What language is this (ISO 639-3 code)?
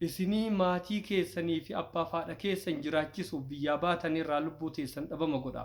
orm